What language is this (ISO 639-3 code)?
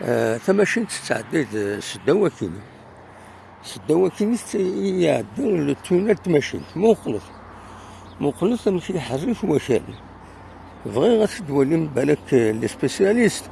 kab